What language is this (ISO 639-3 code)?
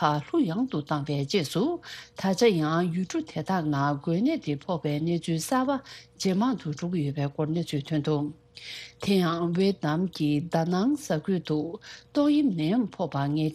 bod